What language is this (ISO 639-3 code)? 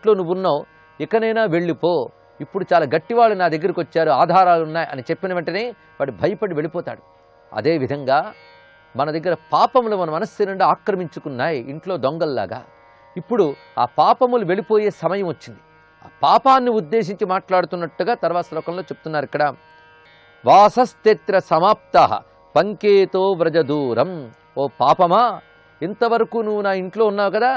tel